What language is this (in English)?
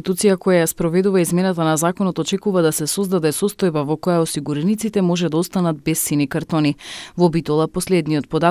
Macedonian